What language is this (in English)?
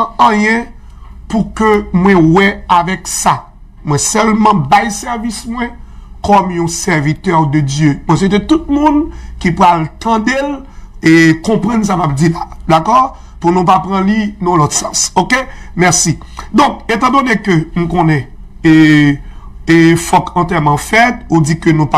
Haitian Creole